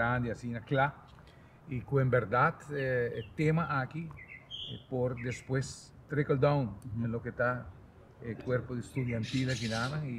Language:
Papiamento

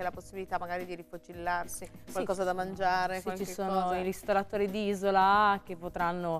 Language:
Italian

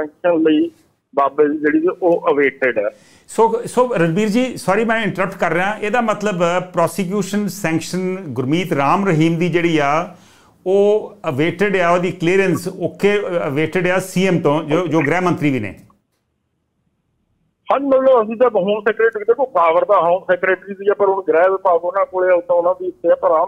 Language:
Punjabi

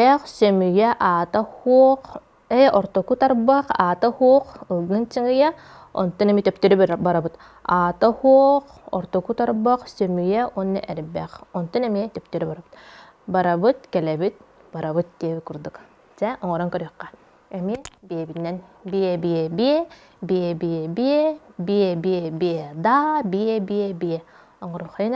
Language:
Yakut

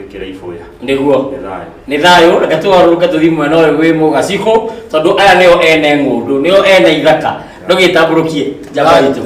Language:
Kikuyu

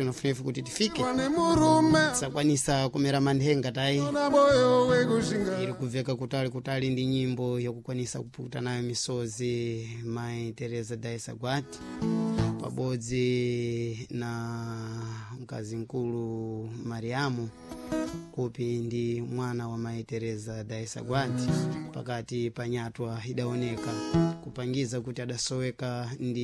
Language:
Sena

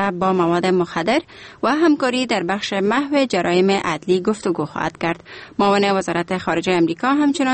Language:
Persian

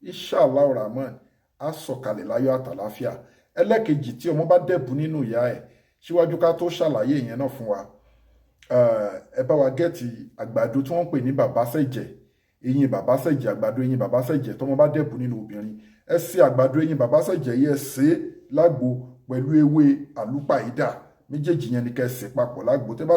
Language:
Yoruba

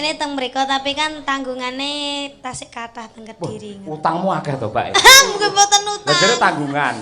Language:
Javanese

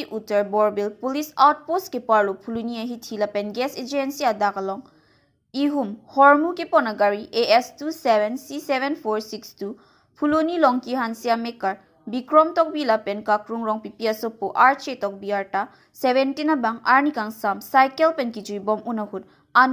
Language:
Karbi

